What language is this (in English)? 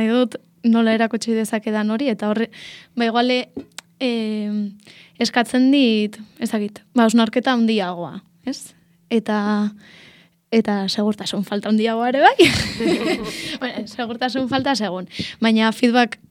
Basque